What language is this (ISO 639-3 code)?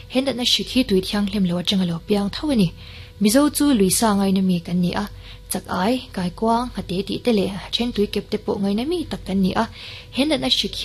lus